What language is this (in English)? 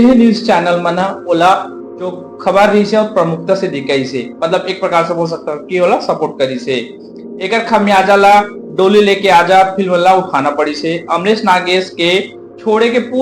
Chhattisgarhi